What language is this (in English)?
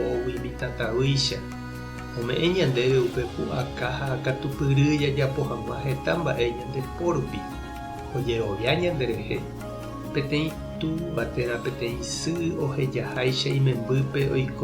Guarani